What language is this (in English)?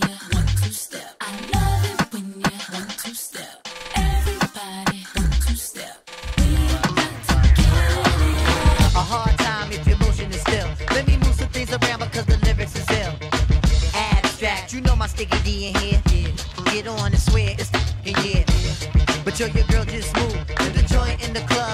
English